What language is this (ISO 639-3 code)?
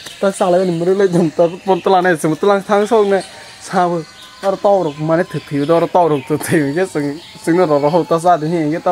trp